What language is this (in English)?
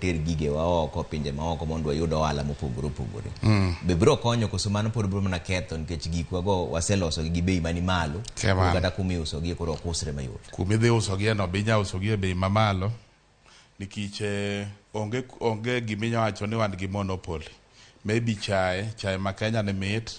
Luo (Kenya and Tanzania)